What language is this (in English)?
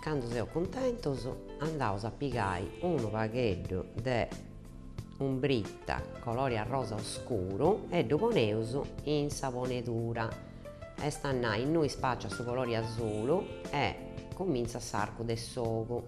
Sardinian